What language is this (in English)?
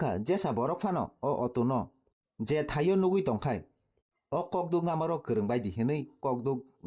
Kok Borok